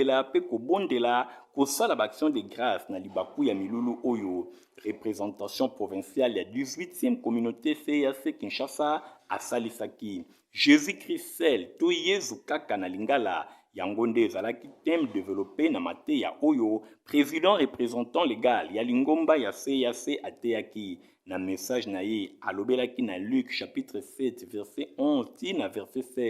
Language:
Lingala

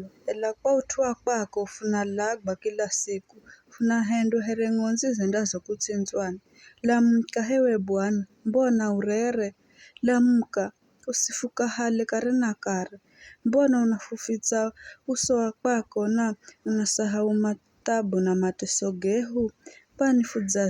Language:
Giryama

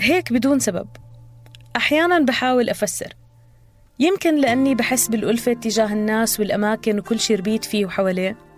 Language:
North Levantine Arabic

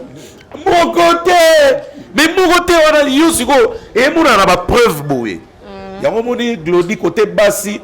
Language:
Lingala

